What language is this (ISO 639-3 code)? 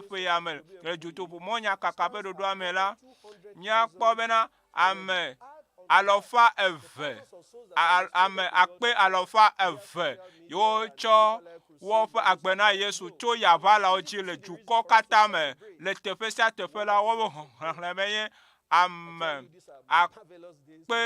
ewe